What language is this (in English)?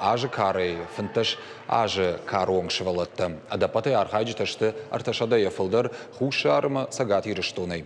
Ossetic